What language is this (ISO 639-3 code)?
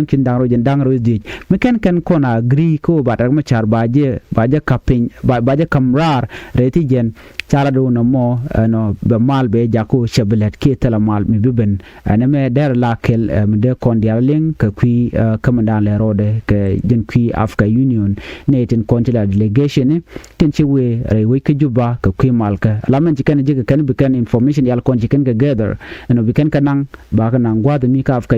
nus